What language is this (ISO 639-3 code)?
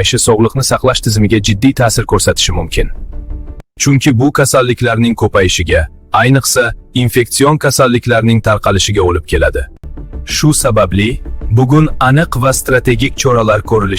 uzb